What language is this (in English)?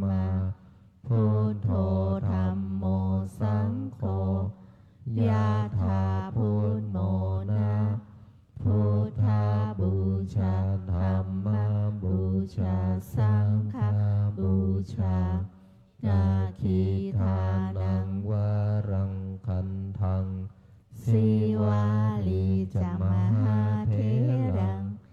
Pali